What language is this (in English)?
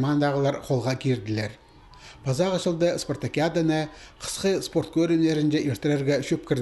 Khakas